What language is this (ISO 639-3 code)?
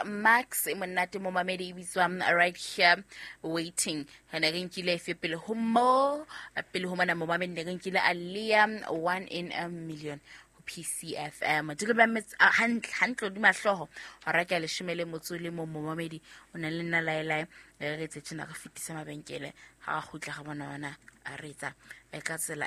sot